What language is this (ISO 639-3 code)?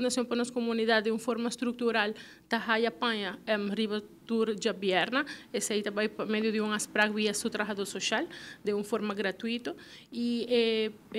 pap